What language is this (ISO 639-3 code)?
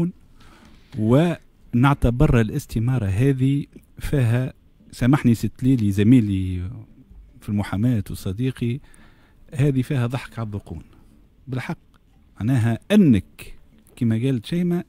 aeb